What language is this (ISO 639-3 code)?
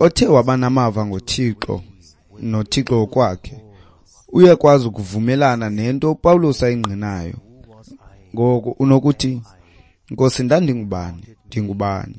xho